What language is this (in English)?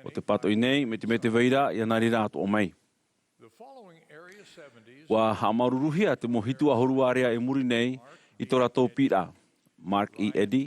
Tahitian